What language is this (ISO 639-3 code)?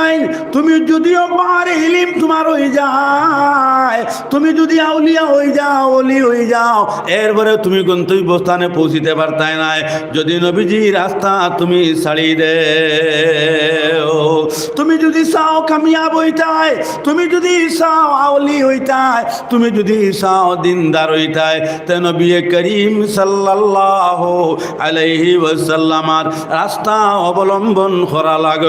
syl